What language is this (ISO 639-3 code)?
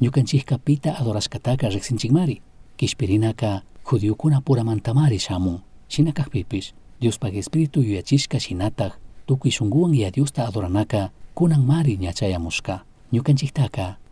qug